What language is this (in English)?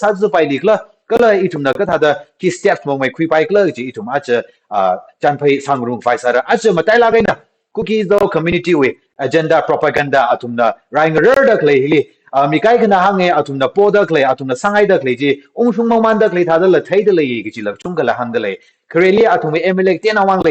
Tangkhul Naga (India)